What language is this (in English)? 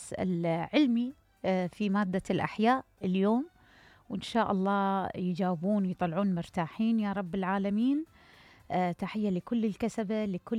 Mesopotamian Arabic